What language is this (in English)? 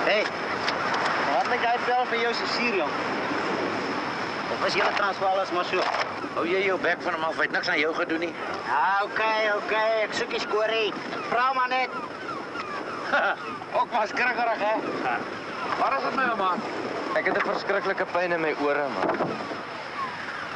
Afrikaans